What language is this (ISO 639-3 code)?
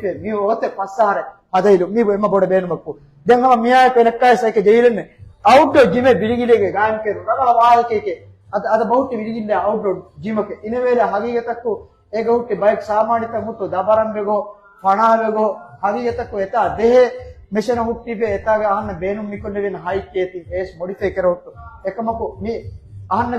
div